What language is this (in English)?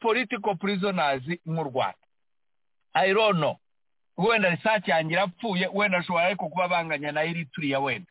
Kinyarwanda